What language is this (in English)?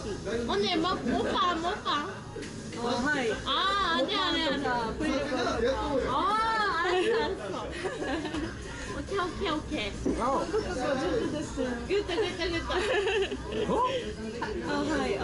Korean